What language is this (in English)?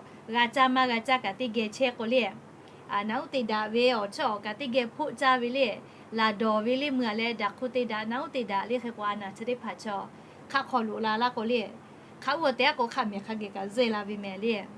Lahu